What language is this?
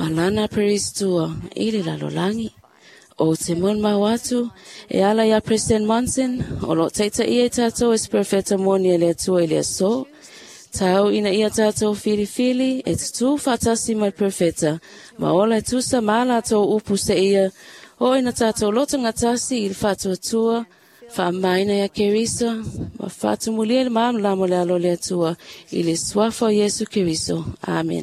Samoan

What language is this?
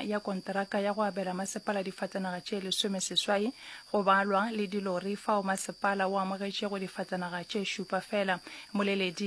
Northern Sotho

